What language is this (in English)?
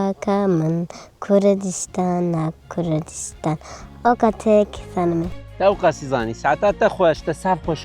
Kurdish